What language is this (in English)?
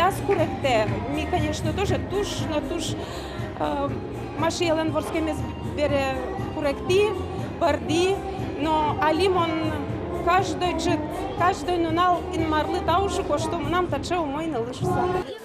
Udmurt